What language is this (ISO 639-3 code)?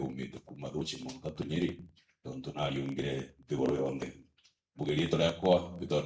mer